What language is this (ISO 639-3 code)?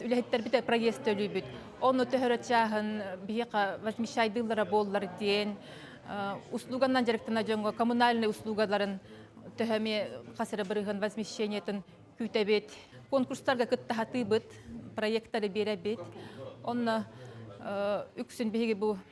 sah